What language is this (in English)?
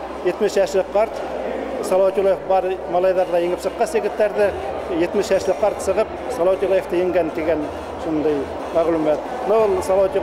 Bashkir